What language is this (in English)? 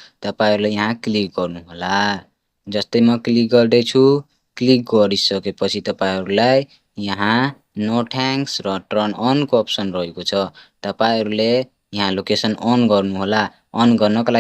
Nepali